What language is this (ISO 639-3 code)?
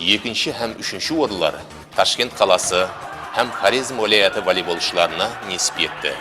kaa